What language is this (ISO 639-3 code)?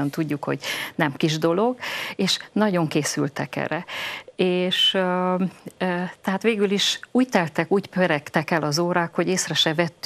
hun